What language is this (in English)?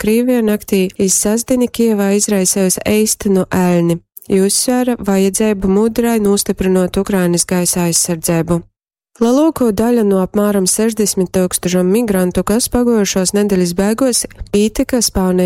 Latgalian